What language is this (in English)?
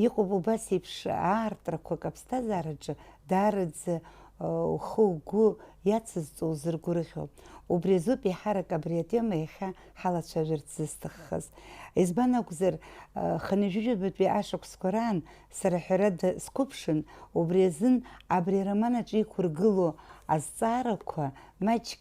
Abkhazian